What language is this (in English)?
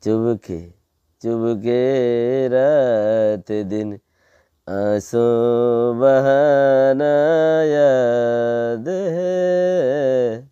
Rohingya